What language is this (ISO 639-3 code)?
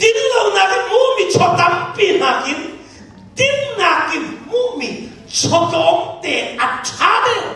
cnh